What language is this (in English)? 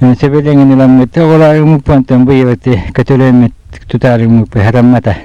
Yakut